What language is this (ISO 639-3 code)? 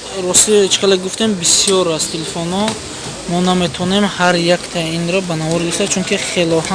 tgk